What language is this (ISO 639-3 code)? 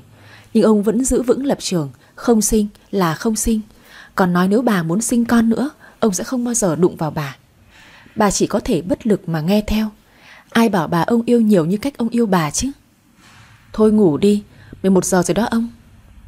vie